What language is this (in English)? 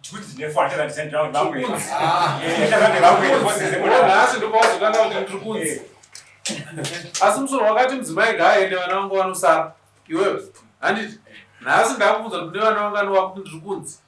Shona